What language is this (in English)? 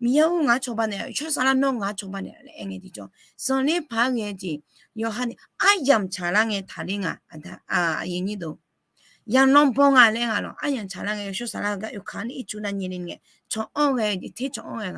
Akha